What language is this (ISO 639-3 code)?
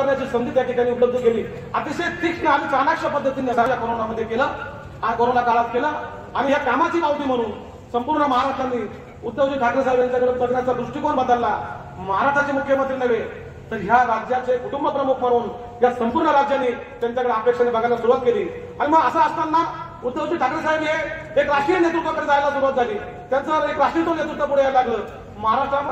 mar